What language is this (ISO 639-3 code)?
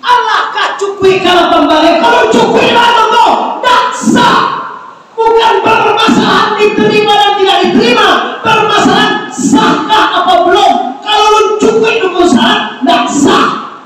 min